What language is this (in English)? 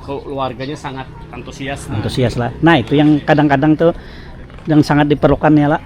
Banjar